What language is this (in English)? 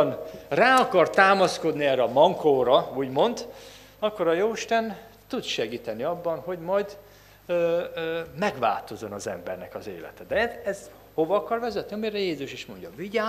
Hungarian